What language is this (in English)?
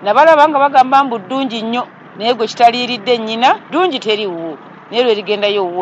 Ganda